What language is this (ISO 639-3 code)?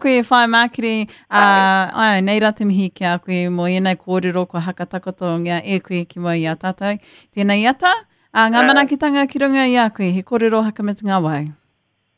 mri